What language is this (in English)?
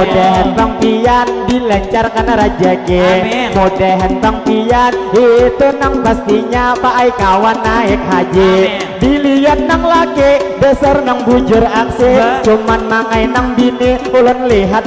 Banjar